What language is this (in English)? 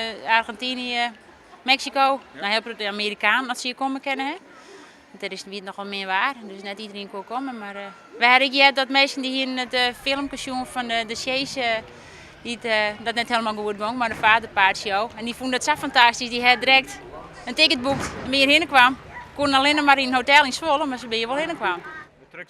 Western Frisian